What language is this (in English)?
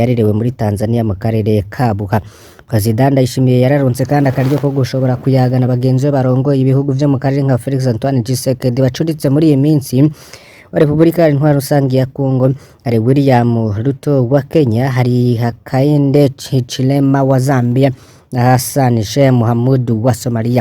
Rundi